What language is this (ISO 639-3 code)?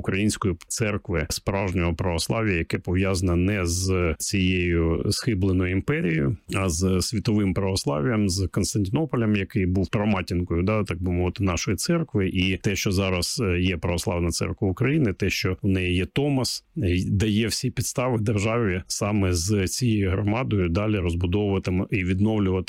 ukr